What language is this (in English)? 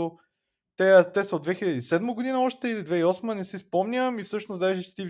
Bulgarian